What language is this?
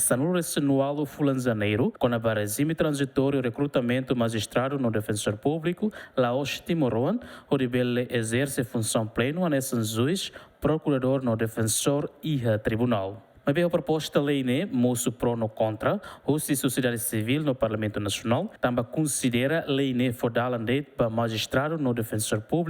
Tetum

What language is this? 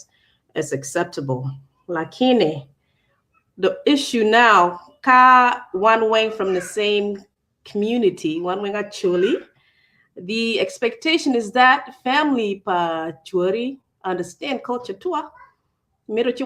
Acoli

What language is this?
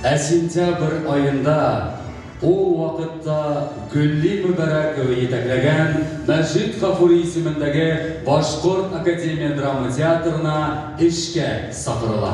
Bashkir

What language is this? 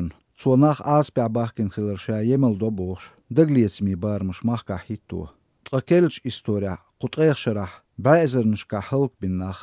Chechen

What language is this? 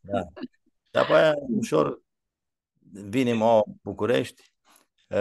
Aromanian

